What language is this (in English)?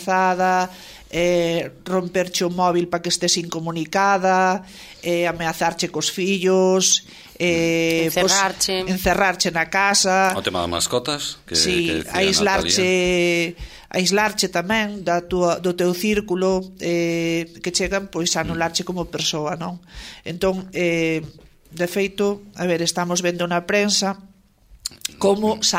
Galician